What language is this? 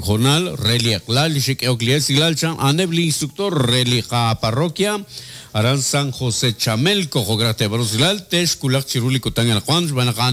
Kekchí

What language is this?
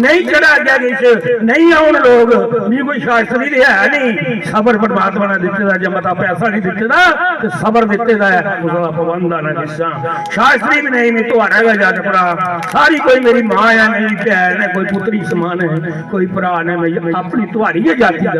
Dogri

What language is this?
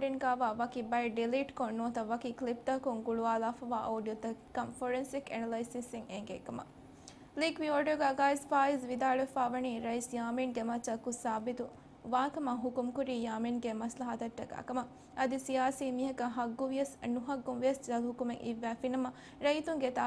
Divehi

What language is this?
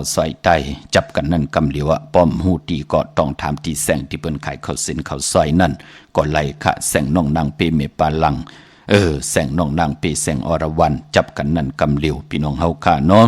Shan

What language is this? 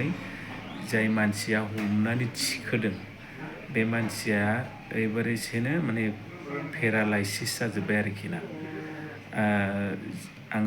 Bodo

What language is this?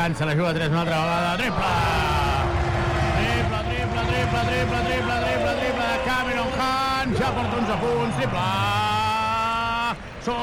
Catalan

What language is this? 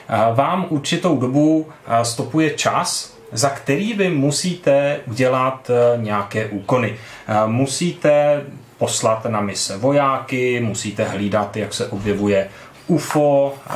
Czech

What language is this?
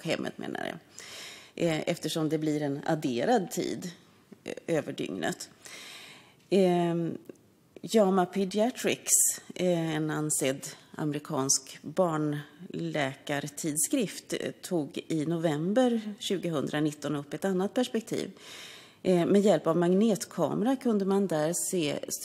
Swedish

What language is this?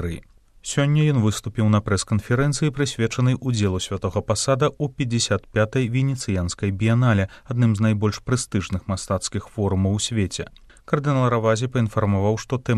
Belarusian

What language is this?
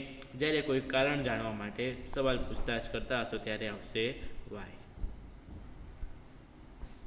Gujarati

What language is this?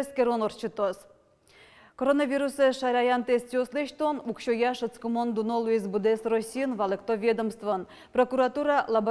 Udmurt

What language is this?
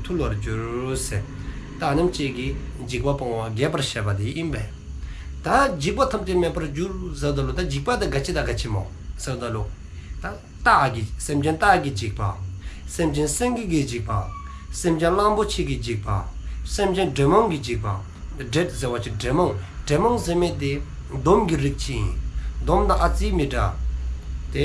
Dzongkha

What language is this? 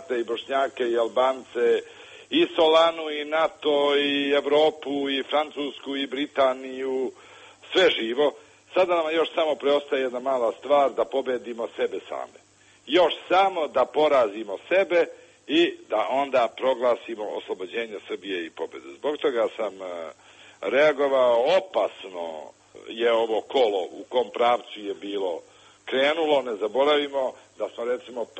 Serbian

